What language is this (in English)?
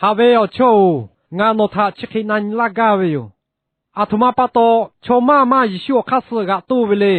Lahu